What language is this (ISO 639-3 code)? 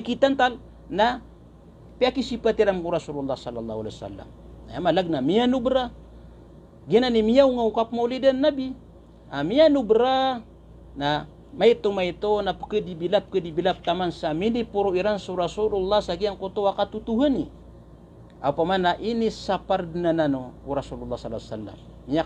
mrw